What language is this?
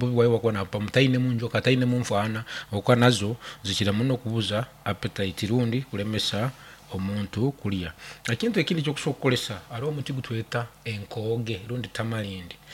Nyankole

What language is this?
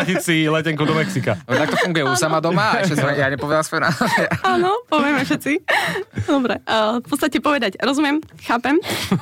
Slovak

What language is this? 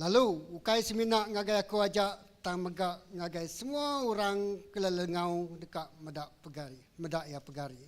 Iban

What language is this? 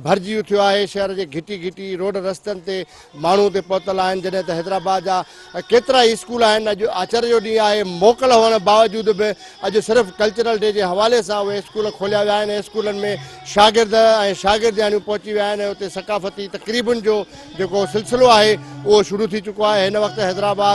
Sindhi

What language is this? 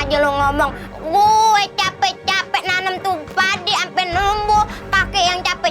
Betawi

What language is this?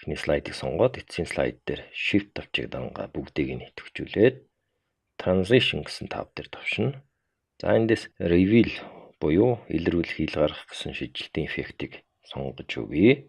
Mongolian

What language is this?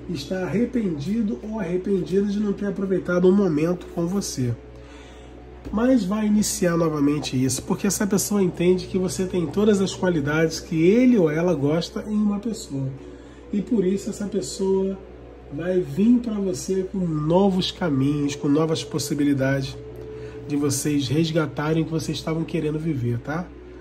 Portuguese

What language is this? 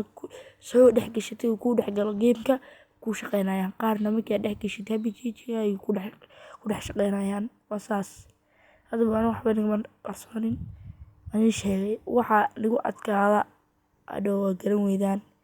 Somali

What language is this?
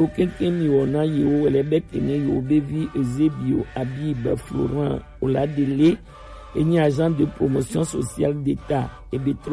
Gen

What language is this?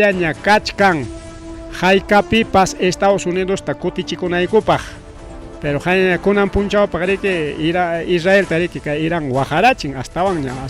Ayacucho Quechua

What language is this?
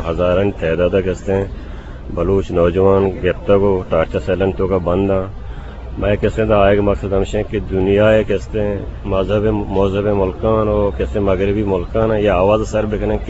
Eastern Balochi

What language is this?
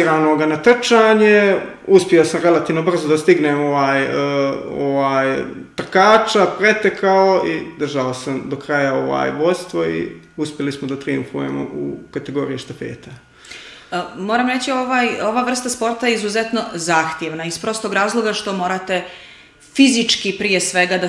Serbian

